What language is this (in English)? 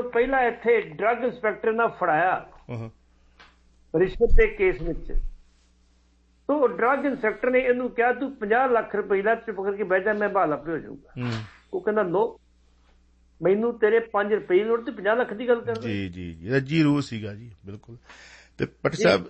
Punjabi